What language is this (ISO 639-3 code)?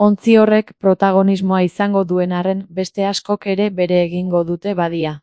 eus